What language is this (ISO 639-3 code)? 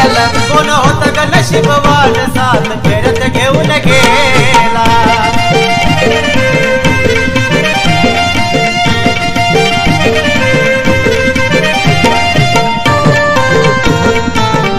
mar